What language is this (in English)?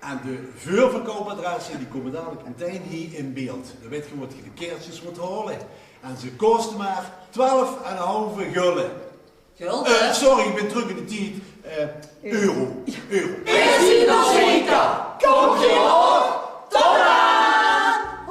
Limburgish